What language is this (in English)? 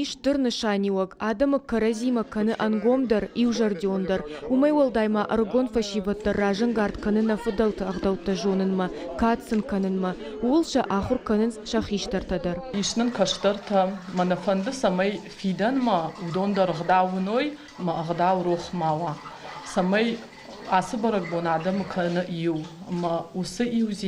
Ossetic